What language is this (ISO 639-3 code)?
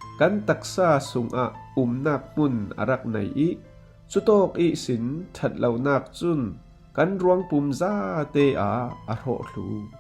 cfm